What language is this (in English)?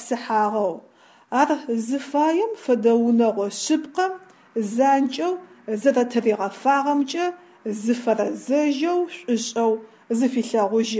Adyghe